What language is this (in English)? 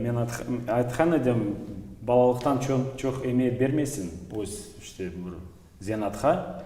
Crimean Tatar